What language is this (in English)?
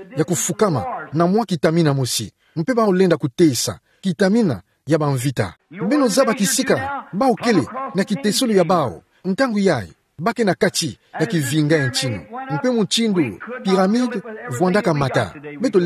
Kituba (Democratic Republic of Congo)